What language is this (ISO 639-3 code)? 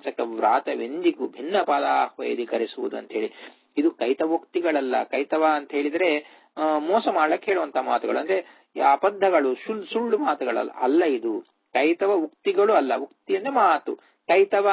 kan